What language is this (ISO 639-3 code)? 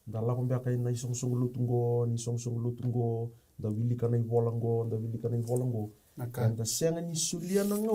fij